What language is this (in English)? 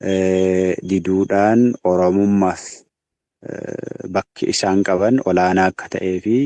Oromo